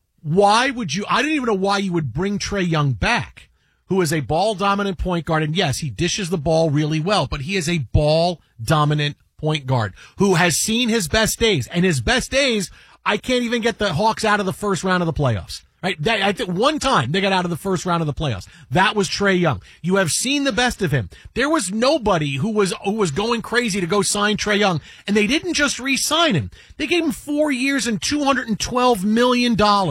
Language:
English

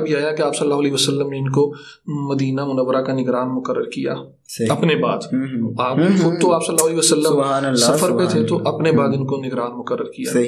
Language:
Urdu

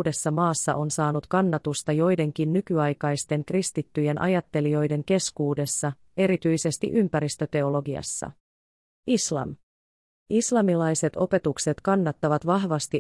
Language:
Finnish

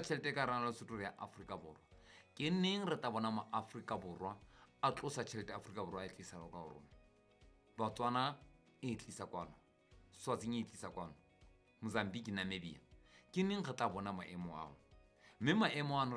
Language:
Southern Sotho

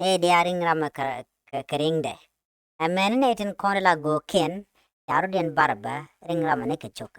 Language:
Nuer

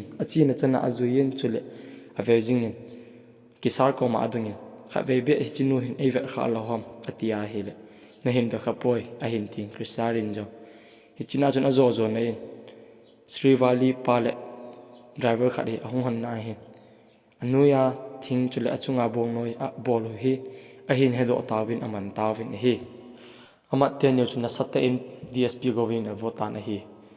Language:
Thado Chin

